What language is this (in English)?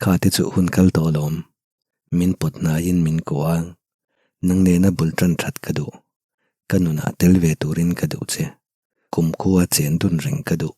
Mizo